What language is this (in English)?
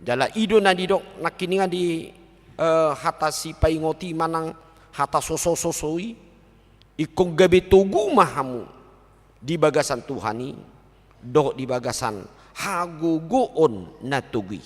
Batak Toba